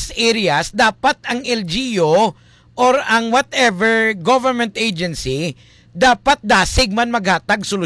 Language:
Hiligaynon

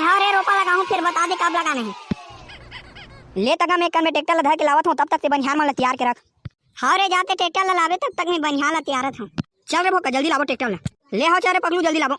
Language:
Chhattisgarhi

